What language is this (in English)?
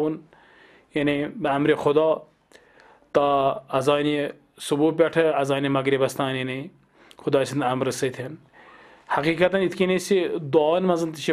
Kashmiri